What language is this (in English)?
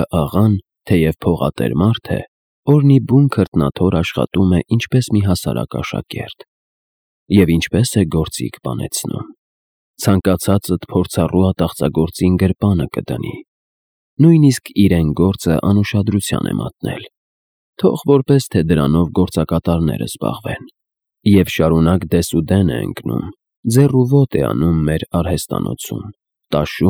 Armenian